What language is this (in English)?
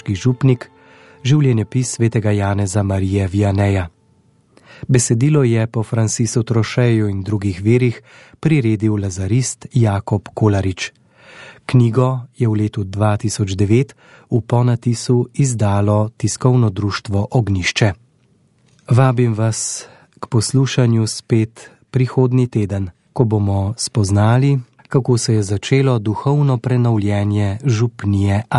Slovenian